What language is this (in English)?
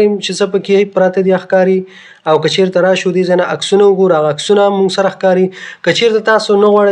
Pashto